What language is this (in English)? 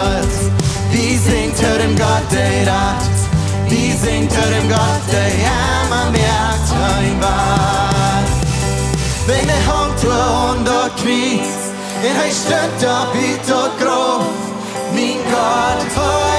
Plautdietsch